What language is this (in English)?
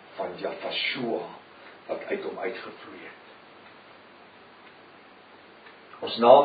Afrikaans